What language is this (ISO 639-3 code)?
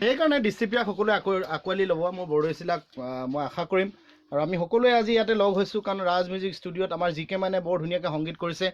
asm